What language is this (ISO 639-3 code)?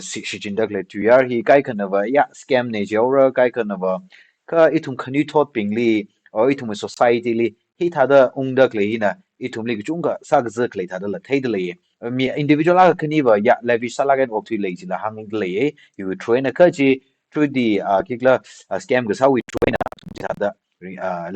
nmf